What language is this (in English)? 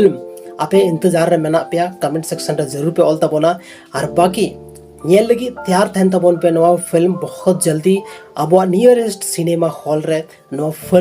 Santali